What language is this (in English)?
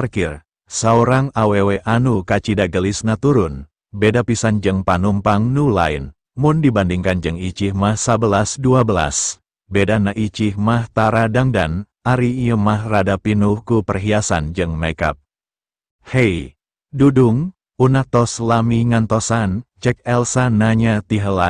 Sundanese